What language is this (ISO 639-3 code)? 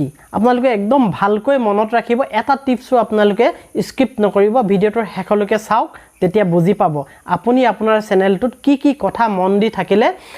asm